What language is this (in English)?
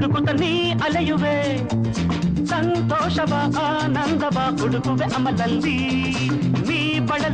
Kannada